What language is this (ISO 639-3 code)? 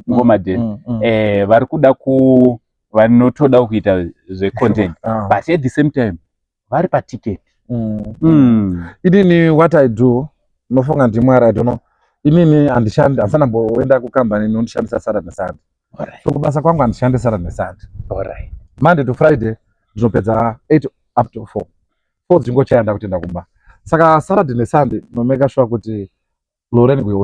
sna